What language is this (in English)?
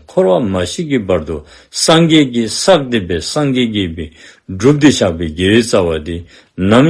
Dzongkha